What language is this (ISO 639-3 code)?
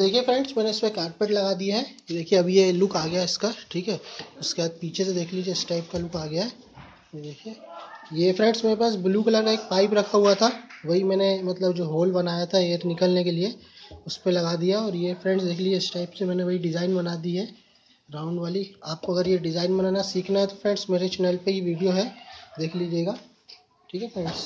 hin